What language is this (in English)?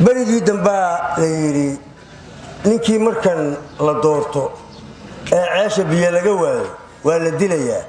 Somali